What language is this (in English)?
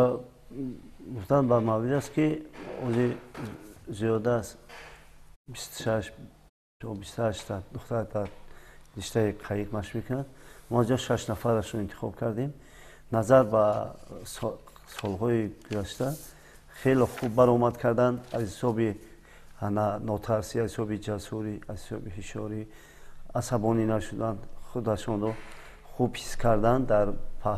Tajik